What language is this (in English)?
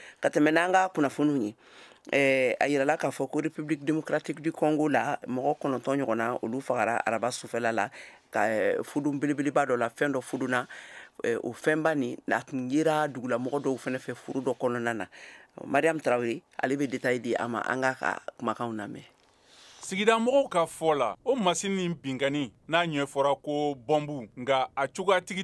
Bambara